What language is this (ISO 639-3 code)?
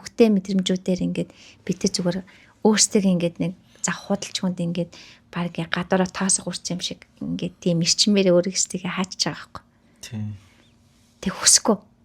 mon